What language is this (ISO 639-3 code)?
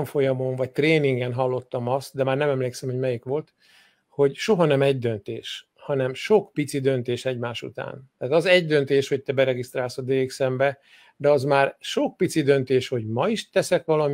hun